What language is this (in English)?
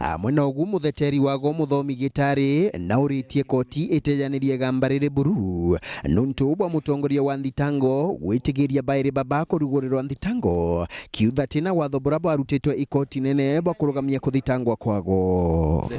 Meru